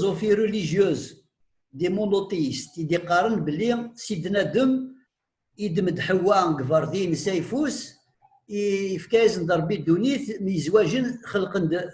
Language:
Kabyle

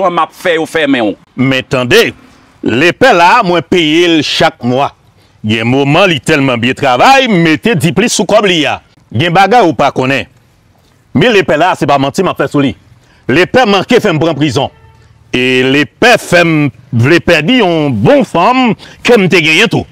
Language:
Haitian Creole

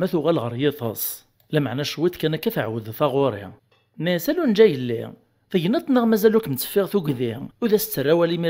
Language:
Kabyle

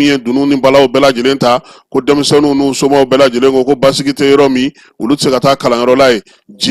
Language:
Bambara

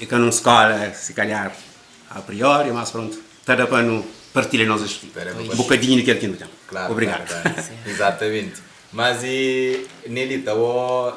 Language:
Kabuverdianu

